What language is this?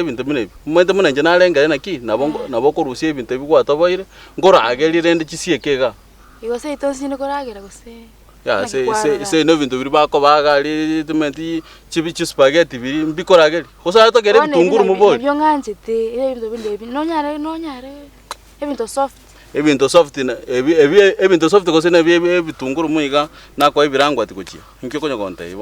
Gusii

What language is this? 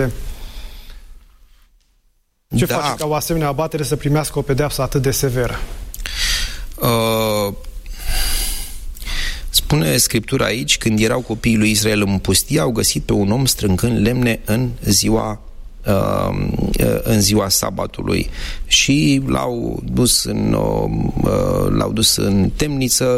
Romanian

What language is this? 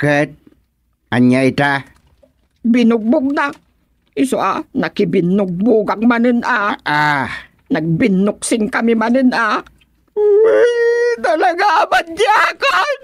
Iloko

